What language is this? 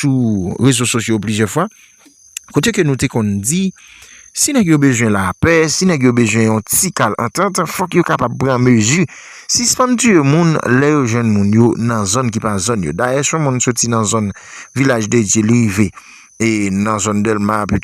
Haitian Creole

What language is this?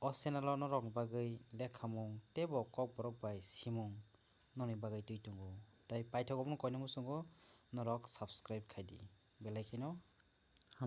Kok Borok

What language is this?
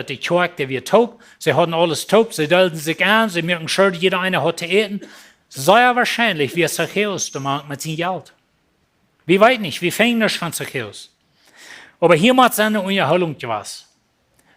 Plautdietsch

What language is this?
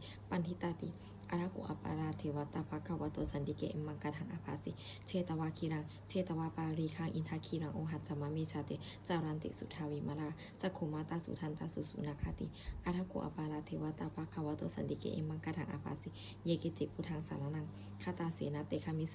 Pali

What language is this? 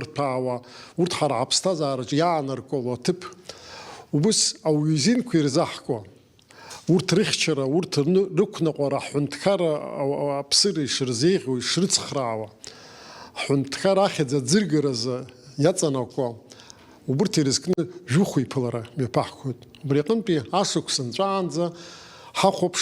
Abkhazian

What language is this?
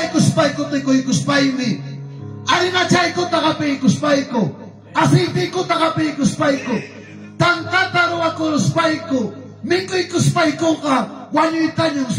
Ayacucho Quechua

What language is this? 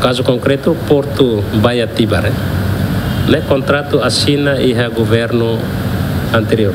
Tetum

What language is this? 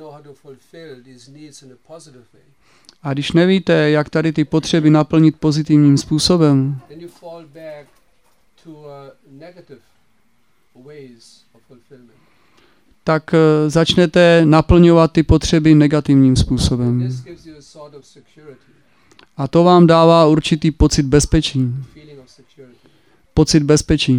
Czech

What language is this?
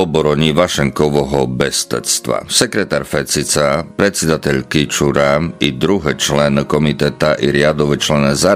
Slovak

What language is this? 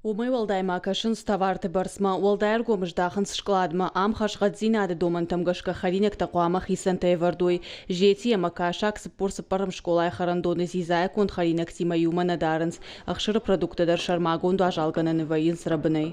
Ossetic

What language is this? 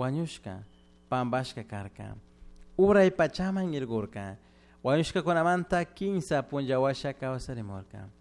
Chimborazo Highland Quichua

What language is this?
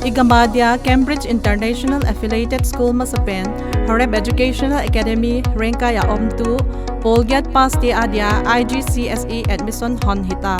Paite Chin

